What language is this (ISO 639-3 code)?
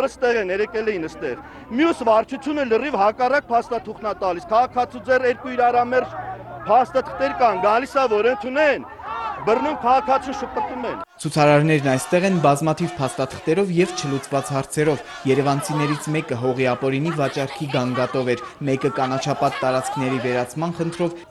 hye